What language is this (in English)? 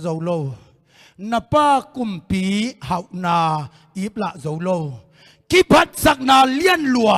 Tedim Chin